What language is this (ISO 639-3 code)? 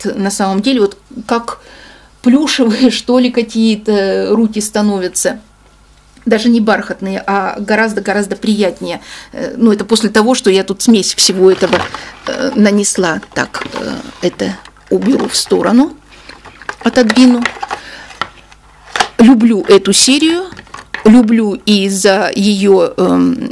rus